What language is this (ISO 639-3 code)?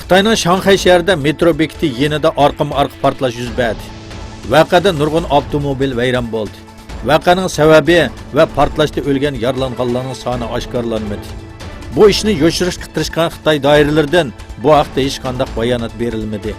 uig